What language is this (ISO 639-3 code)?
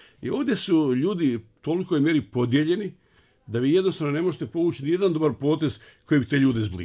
bos